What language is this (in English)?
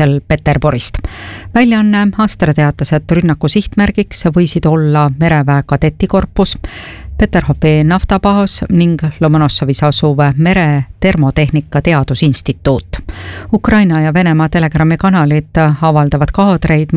Estonian